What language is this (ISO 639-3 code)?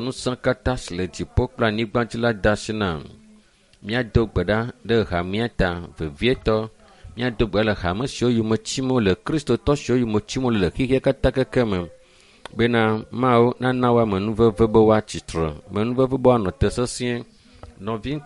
ewe